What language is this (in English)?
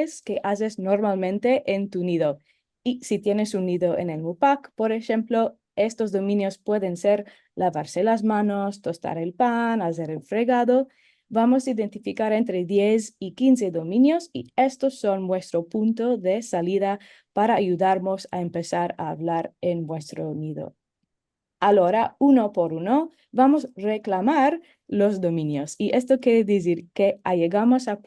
Ladino